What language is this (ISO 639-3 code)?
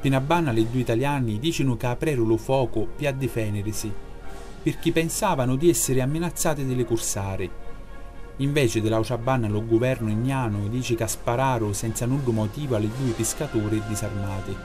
scn